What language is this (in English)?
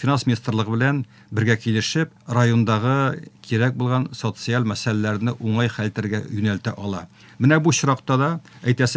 Tatar